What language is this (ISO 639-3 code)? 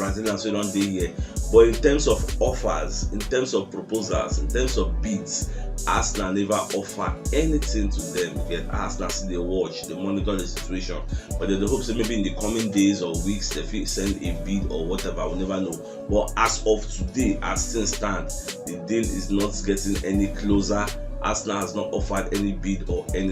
pcm